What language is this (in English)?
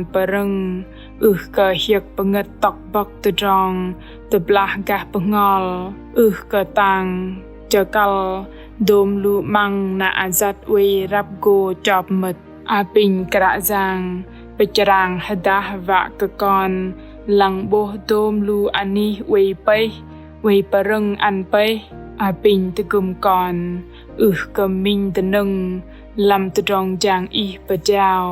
Bahnar